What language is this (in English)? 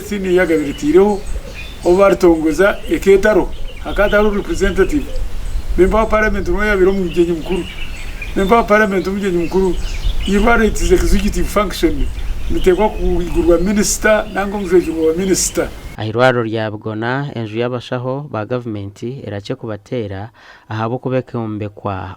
Nyankole